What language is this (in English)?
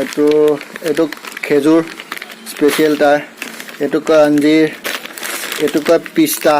Assamese